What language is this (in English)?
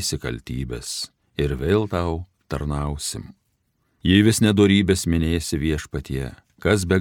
Lithuanian